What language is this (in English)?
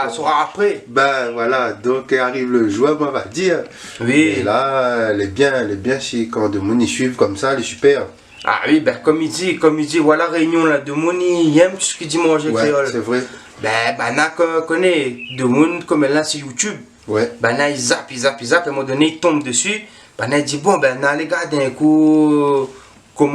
Réunion Creole French